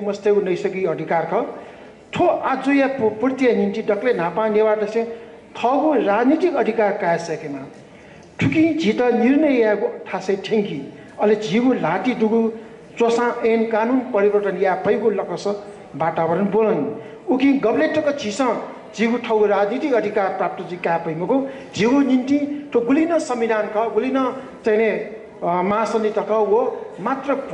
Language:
Newari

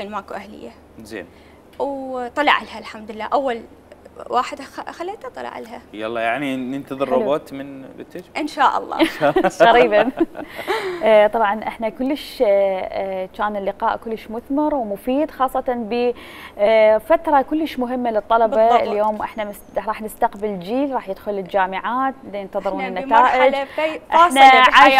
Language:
Mesopotamian Arabic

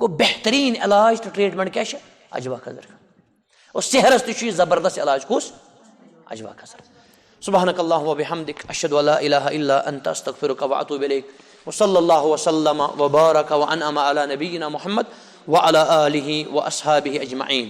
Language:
Kashmiri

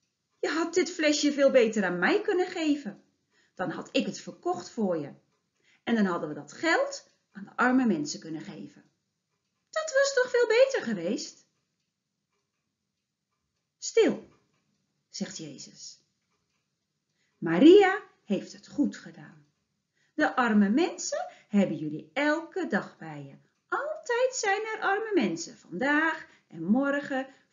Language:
Dutch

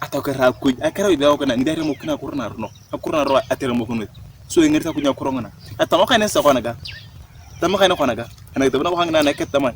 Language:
Turkana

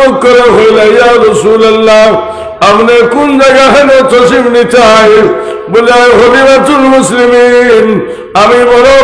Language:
Sylheti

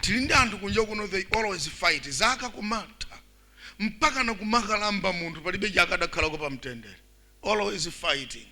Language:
Nyanja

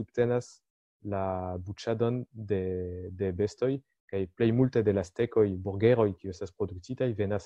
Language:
Esperanto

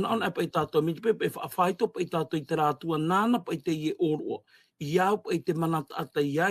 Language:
Tahitian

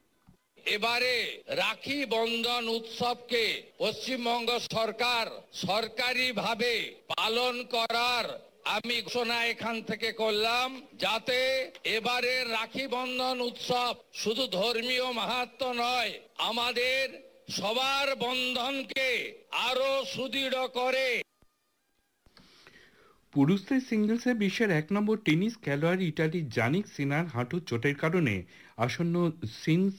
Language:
Bangla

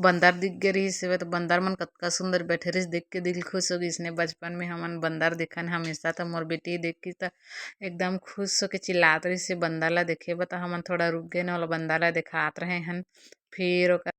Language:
Chhattisgarhi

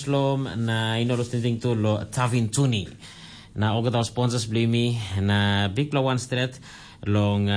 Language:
Tok Pisin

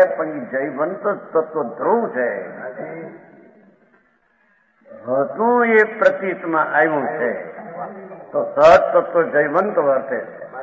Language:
Gujarati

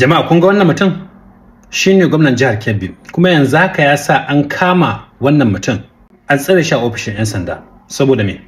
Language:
Hausa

